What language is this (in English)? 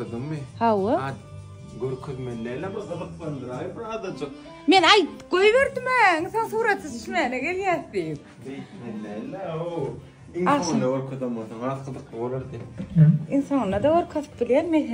Turkmen